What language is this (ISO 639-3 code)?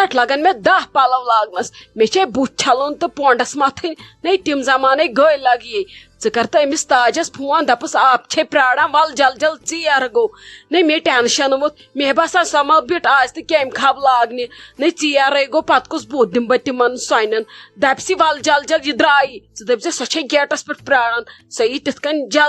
kas